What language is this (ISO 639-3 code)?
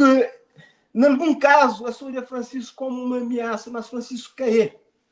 kea